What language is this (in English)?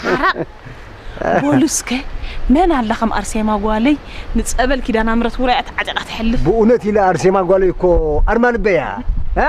Tigrinya